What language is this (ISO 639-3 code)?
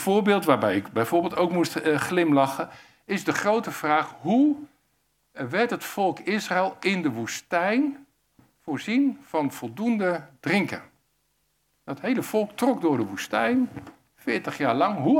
nld